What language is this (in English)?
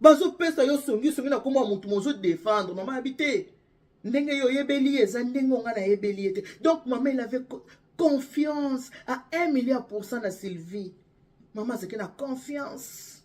Lingala